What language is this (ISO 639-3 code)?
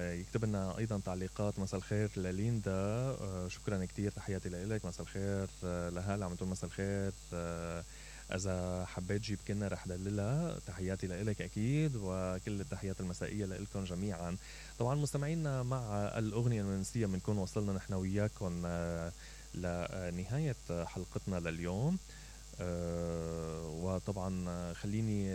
acm